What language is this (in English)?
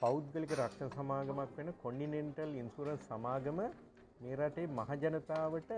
Sinhala